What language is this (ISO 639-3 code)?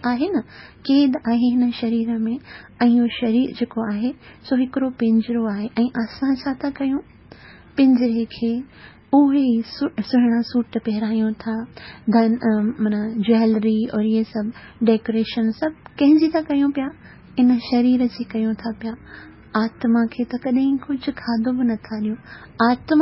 snd